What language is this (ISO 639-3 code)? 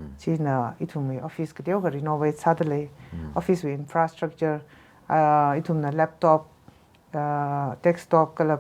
nmf